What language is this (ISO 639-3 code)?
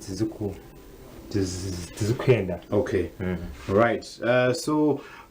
nyn